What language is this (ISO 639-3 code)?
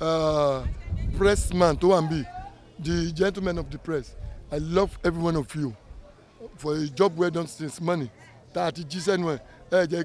yor